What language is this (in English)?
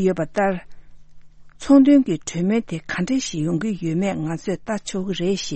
Tibetan